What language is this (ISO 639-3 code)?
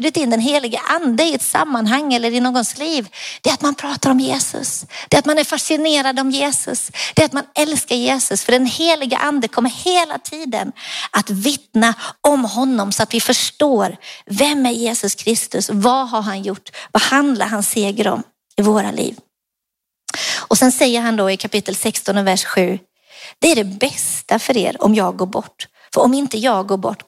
swe